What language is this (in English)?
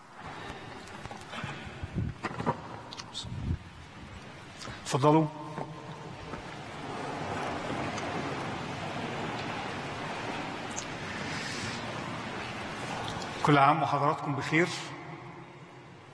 Egyptian Arabic